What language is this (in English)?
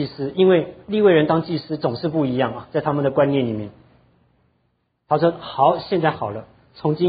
Chinese